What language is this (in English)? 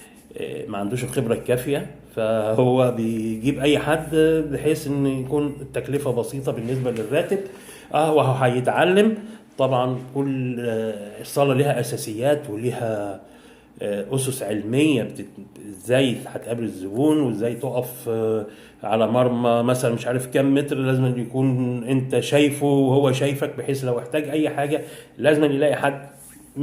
Egyptian Arabic